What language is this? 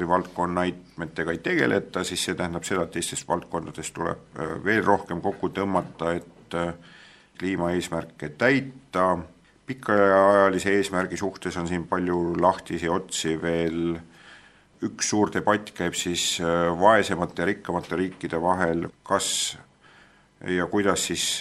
Estonian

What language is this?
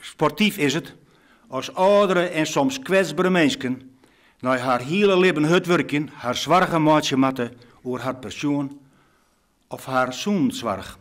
Western Frisian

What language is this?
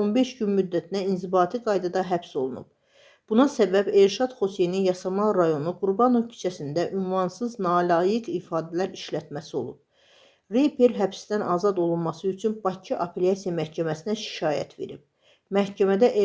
Azerbaijani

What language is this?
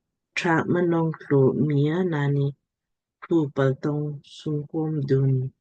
Lamkang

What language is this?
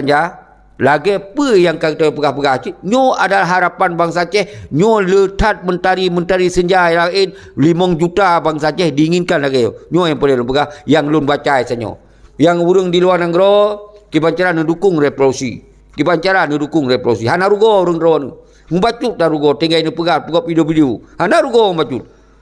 Achinese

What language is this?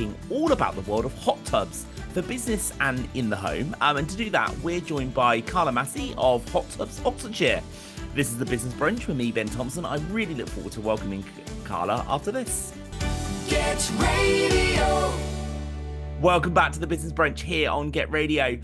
English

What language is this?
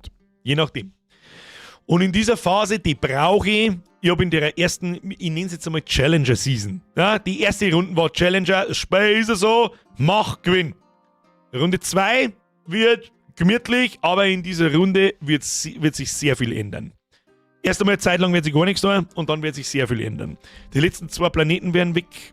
Bavarian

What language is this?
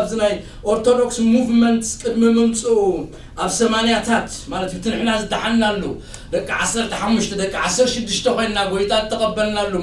Tigrinya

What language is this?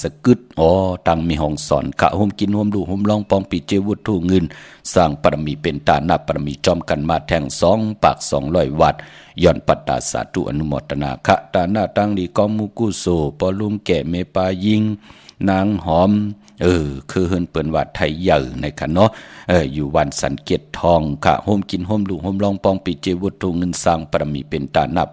Shan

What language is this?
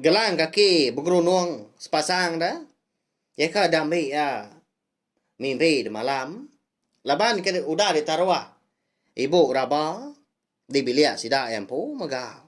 Iban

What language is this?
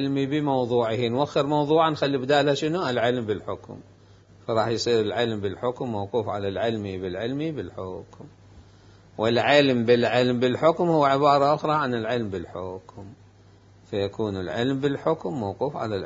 Mesopotamian Arabic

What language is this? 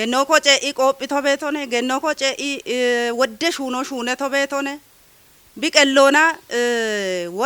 Kafa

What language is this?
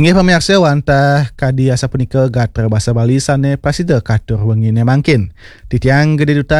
Balinese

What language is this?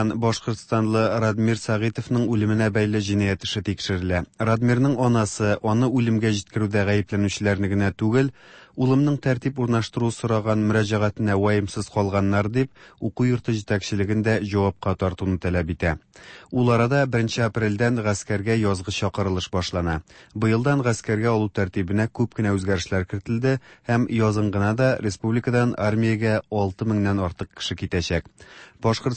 Tatar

